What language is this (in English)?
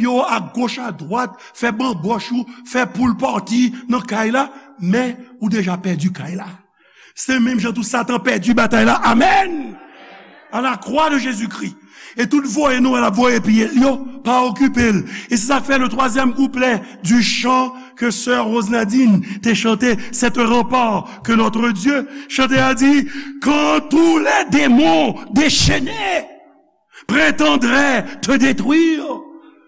Haitian Creole